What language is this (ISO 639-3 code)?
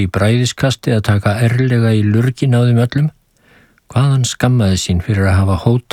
isl